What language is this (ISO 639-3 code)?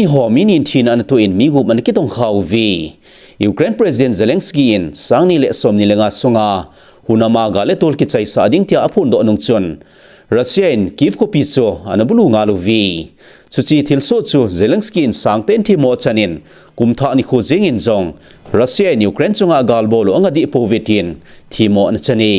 tcz